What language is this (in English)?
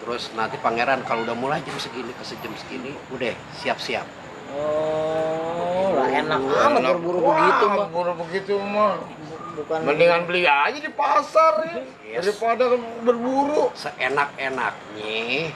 Betawi